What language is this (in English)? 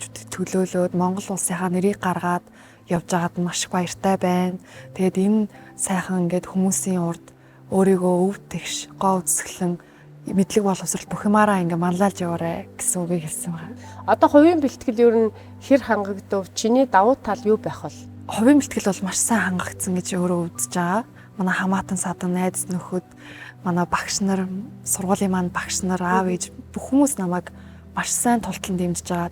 Mongolian